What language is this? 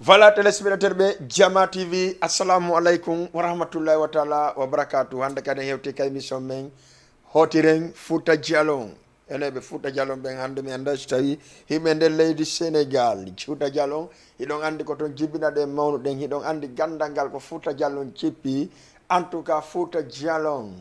Fula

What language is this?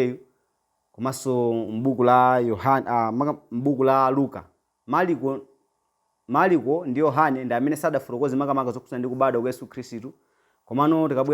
Nyanja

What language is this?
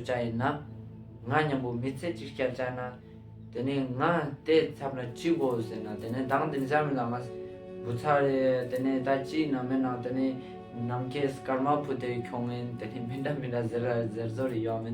Ladakhi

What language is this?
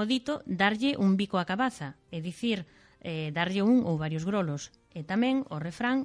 Galician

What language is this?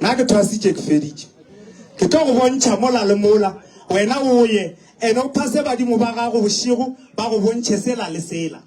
Northern Sotho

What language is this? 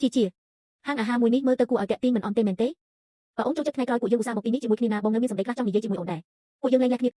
Khmer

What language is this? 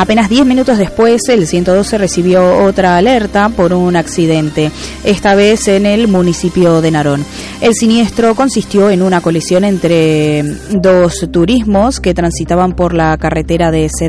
Spanish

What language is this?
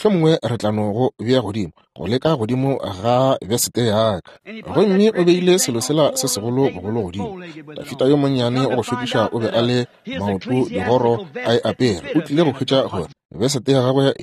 Northern Sotho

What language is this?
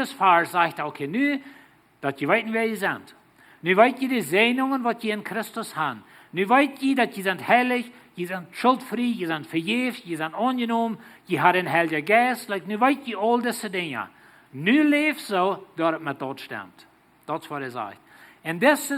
Plautdietsch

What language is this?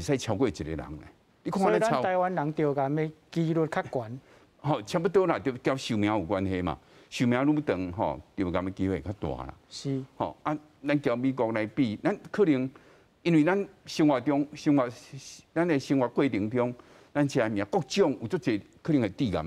Min Nan Chinese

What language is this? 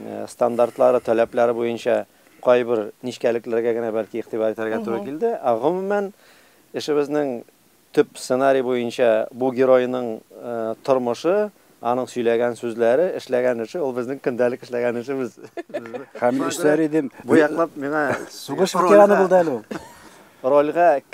Tatar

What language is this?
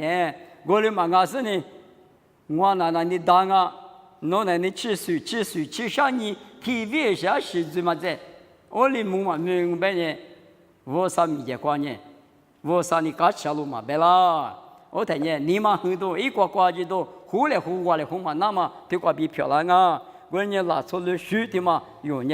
Lisu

